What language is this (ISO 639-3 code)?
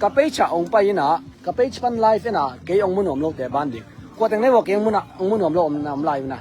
ctd